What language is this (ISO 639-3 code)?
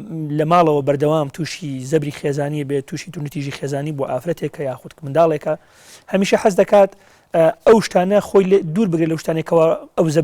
ckb